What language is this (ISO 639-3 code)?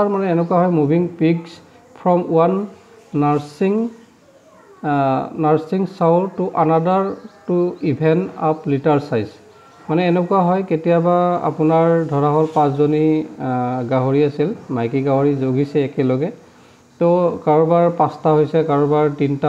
asm